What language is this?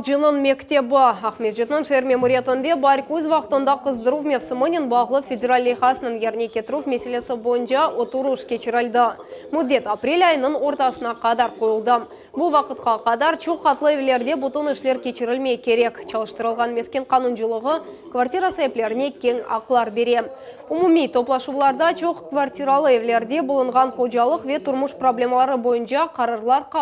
Crimean Tatar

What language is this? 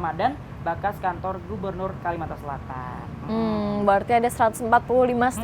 Banjar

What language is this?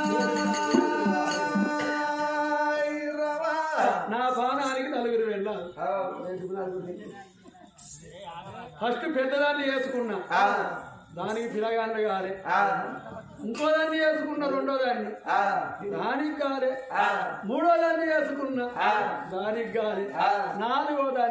Telugu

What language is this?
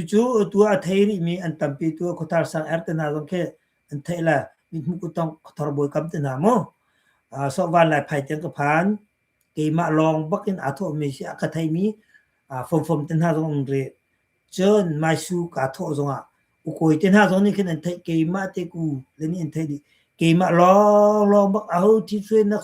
Hakha Chin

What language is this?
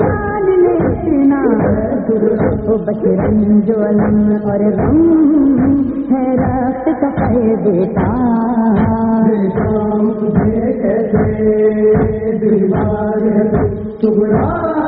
Urdu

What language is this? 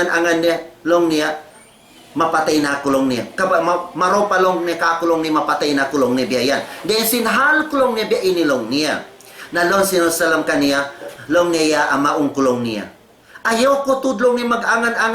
Tausug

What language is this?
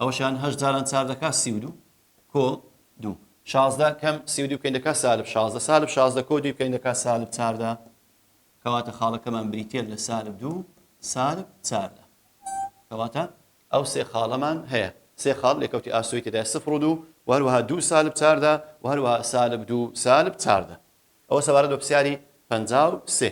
Central Kurdish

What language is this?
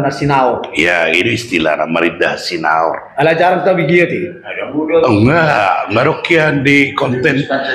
Batak Toba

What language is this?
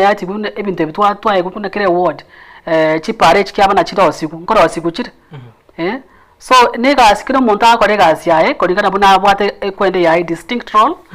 Gusii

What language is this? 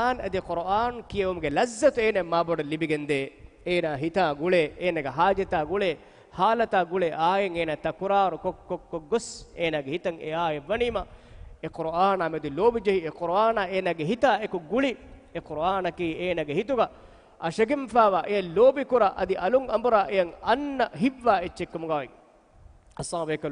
Divehi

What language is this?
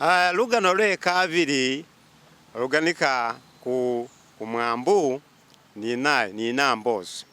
Masaaba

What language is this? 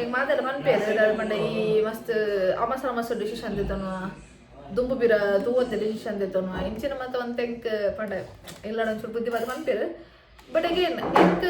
Tulu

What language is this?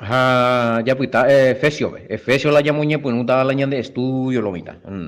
Guarani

